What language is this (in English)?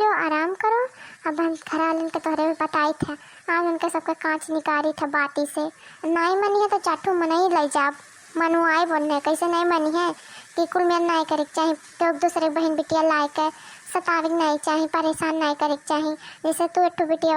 Awadhi